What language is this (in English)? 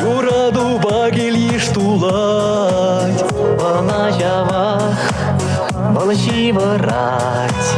Chuvash